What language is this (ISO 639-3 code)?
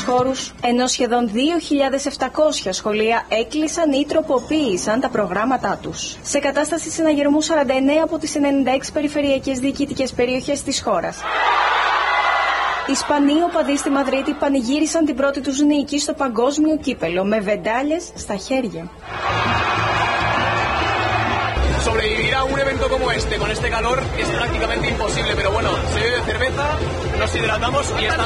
ell